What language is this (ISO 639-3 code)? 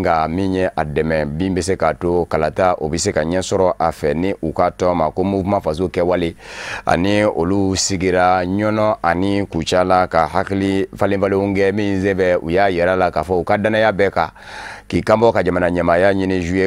bam